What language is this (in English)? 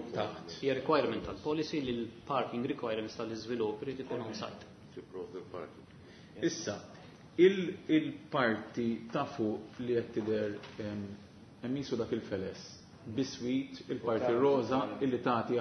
Maltese